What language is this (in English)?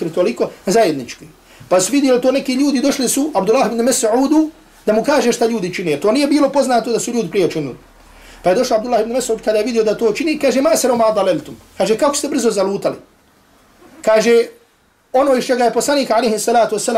Bosnian